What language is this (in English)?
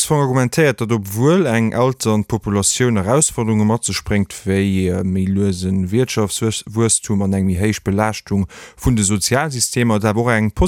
Luxembourgish